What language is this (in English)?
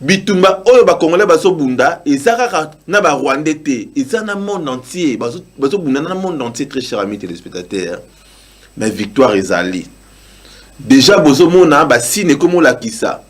Lingala